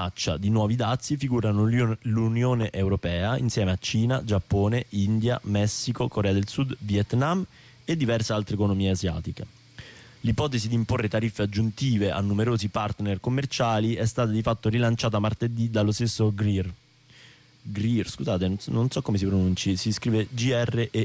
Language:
Italian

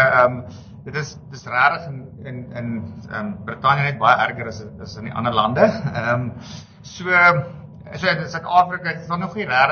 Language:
Afrikaans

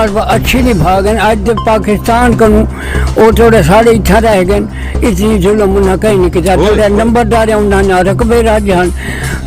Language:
Saraiki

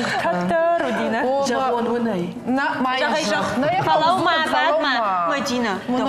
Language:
Ossetic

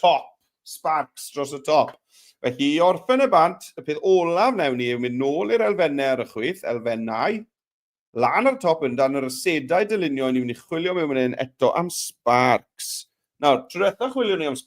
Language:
Welsh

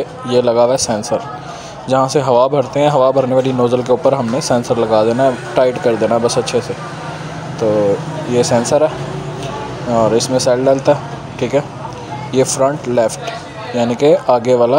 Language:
Hindi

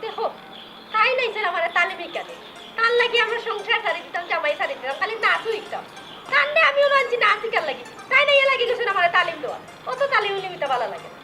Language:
Sylheti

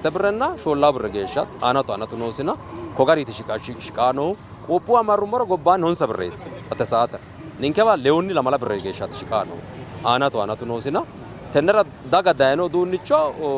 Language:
Sidamo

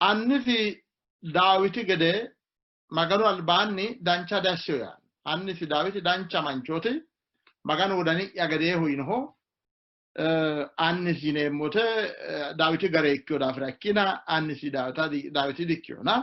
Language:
Sidamo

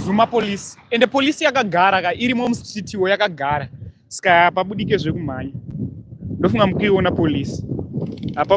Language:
Shona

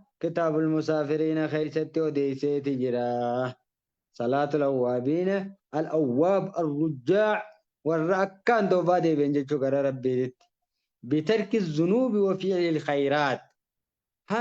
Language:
Oromo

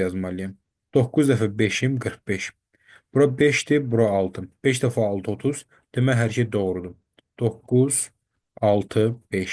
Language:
Azerbaijani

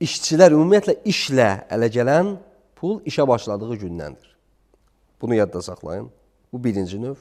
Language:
Azerbaijani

